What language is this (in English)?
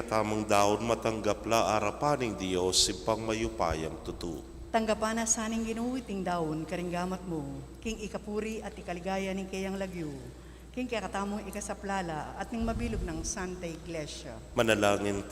Pampanga